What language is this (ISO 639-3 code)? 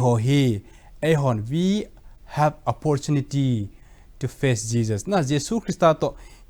tcz